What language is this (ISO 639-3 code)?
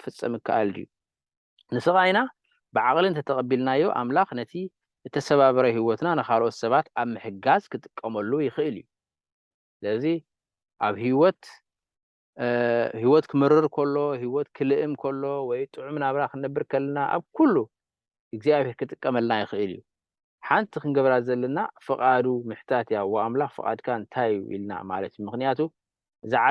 tir